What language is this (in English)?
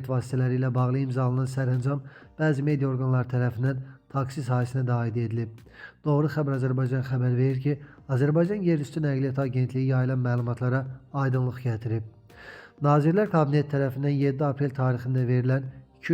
Azerbaijani